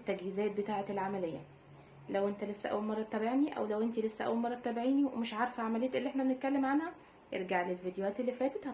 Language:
Egyptian Arabic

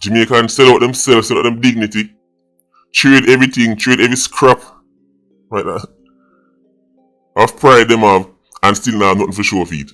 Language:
Jamaican Creole English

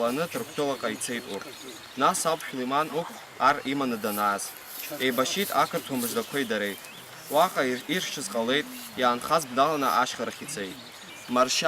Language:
Abkhazian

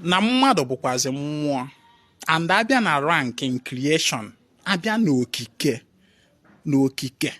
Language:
Igbo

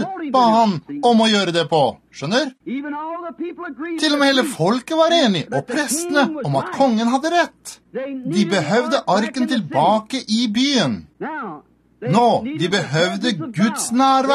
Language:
Norwegian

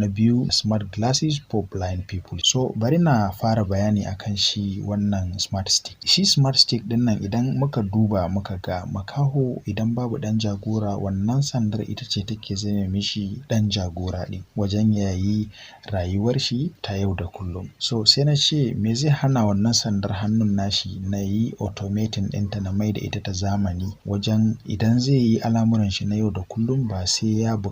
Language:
Hausa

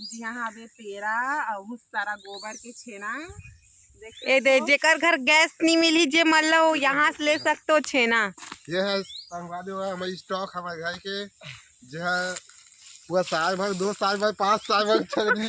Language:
Chhattisgarhi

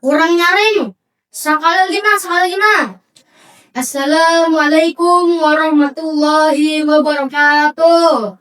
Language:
Banjar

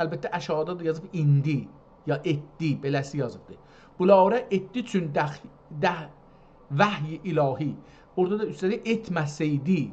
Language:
South Azerbaijani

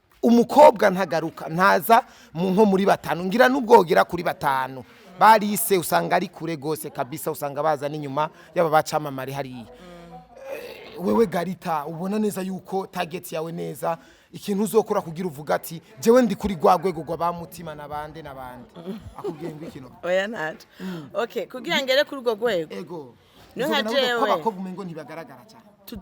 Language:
Rundi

